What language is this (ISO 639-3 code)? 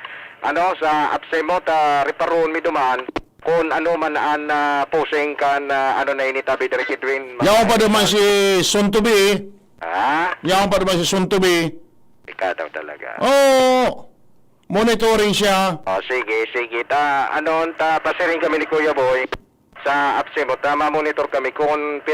bik